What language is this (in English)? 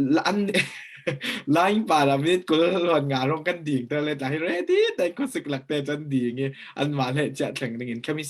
Falam Chin